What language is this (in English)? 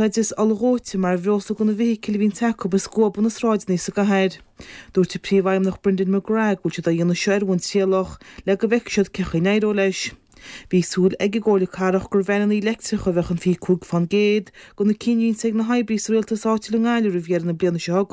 Irish